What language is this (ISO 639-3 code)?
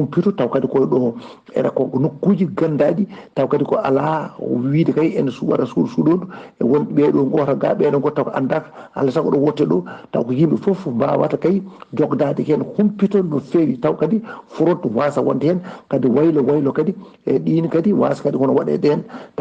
ful